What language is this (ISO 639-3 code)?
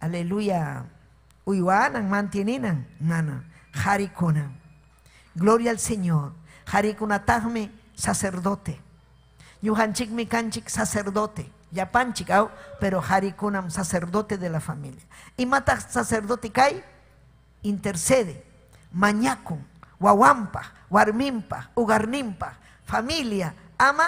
quy